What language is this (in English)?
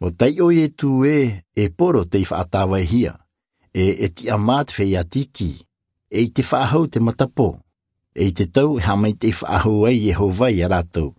Tahitian